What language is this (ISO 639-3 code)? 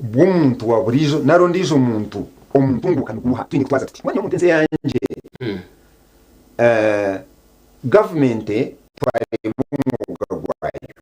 nyn